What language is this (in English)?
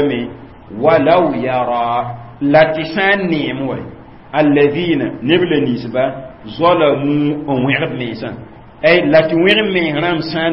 Mossi